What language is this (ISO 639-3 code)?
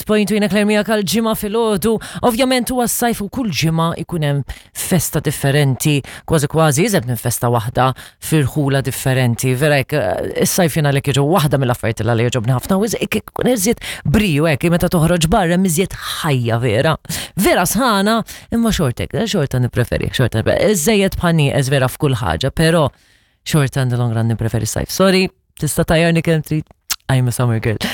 mlt